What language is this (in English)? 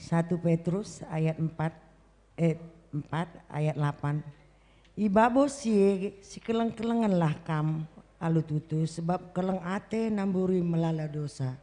Batak Karo